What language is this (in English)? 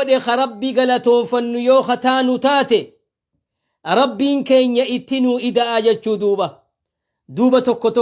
Oromo